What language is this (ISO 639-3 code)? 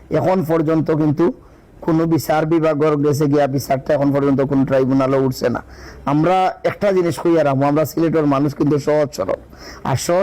syl